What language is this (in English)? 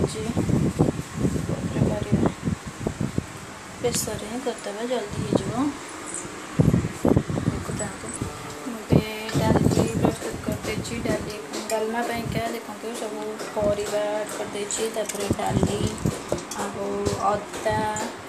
Odia